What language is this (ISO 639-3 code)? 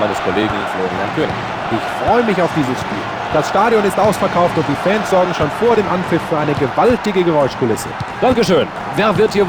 bar